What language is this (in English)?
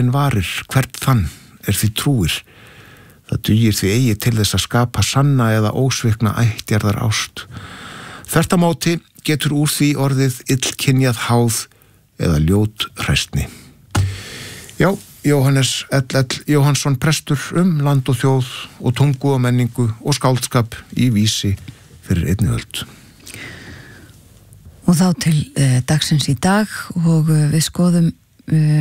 Icelandic